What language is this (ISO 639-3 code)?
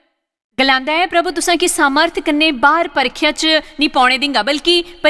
doi